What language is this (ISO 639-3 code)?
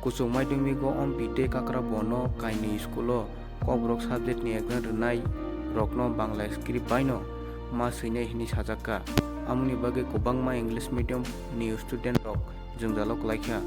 trp